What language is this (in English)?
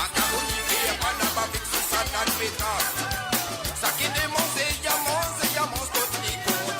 Morisyen